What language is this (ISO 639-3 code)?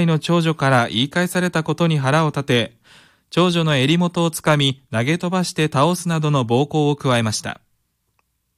jpn